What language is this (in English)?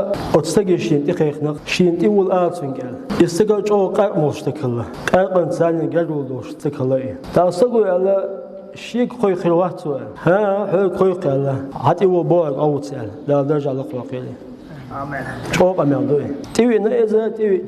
Chechen